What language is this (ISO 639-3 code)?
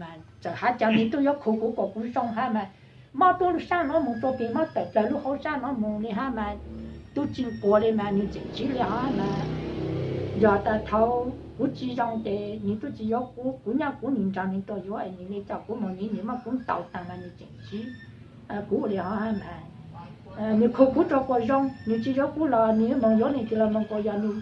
hmn